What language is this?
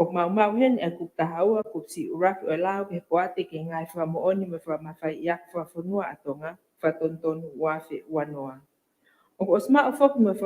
Tongan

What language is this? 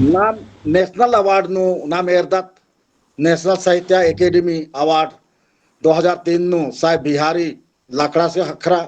Kurukh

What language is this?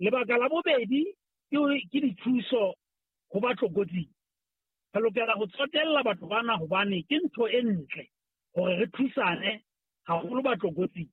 Southern Sotho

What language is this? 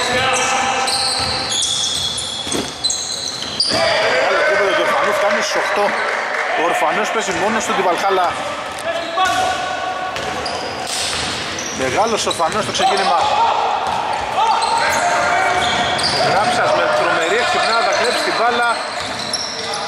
Greek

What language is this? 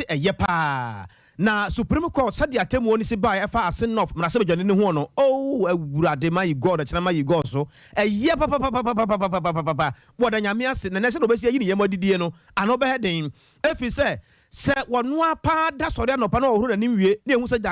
Akan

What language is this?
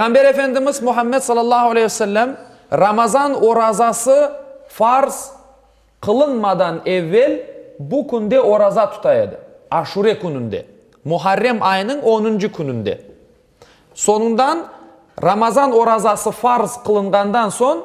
Crimean Tatar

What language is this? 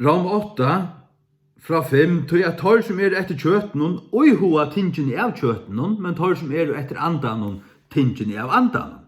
Faroese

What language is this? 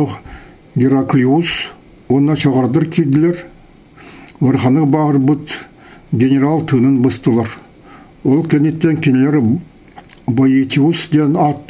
Yakut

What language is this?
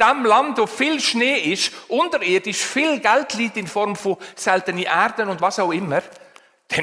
Swiss German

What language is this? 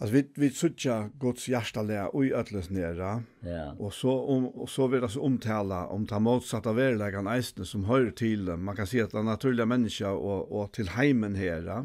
Faroese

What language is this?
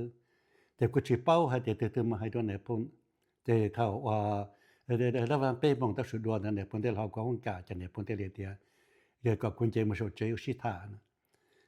Hmong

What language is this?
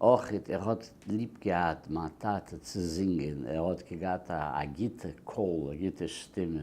Yiddish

